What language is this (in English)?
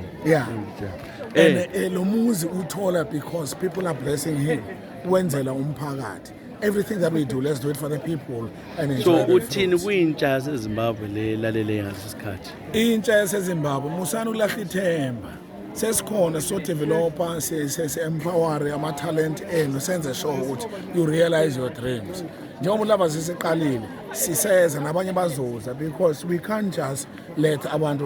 North Ndebele